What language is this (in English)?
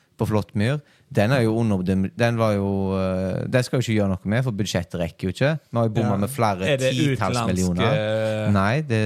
Norwegian